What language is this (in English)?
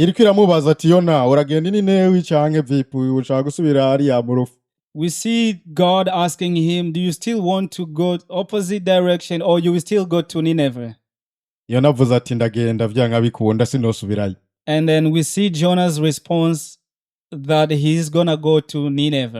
Rundi